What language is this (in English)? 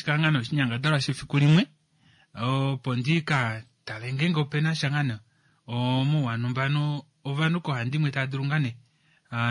Kuanyama